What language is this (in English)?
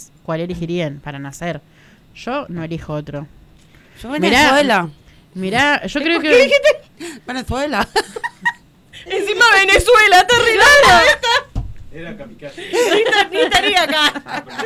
Spanish